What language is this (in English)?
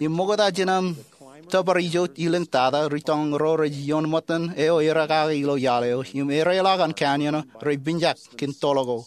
Marshallese